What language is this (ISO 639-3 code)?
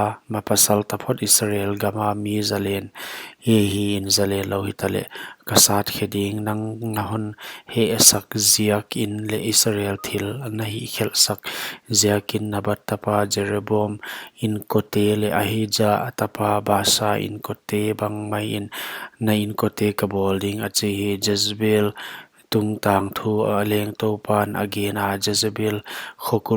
pck